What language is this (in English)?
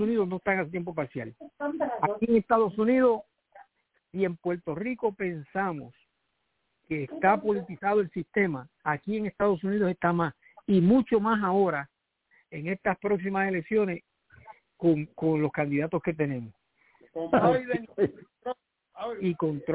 Spanish